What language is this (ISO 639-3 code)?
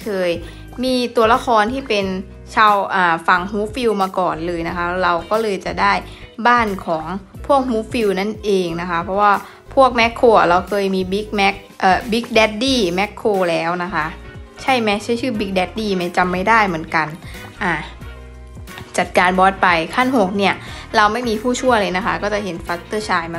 tha